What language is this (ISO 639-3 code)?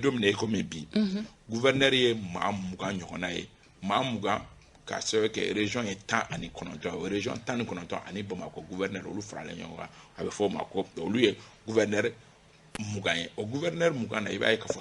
bam